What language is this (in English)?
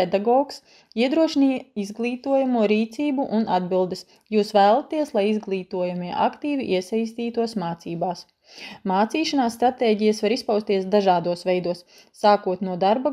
Latvian